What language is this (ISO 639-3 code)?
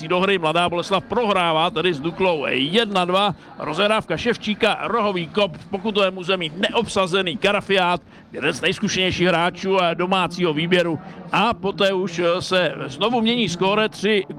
ces